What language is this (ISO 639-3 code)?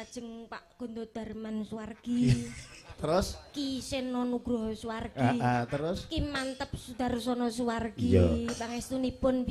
jav